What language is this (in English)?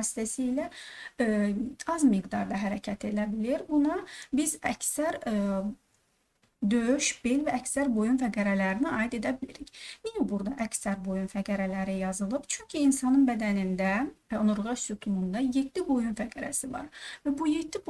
Azerbaijani